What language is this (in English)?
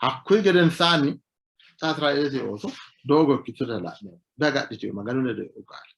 Sidamo